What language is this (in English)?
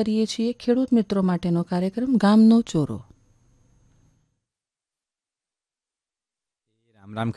Gujarati